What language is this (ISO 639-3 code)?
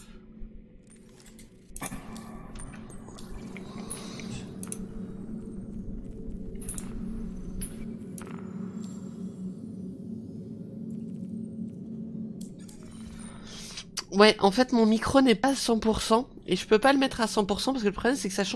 fra